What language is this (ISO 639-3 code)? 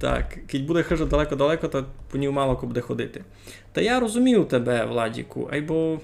rue